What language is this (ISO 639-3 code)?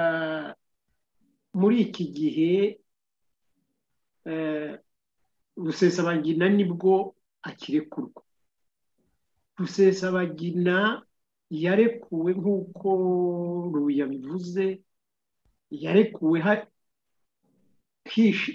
kin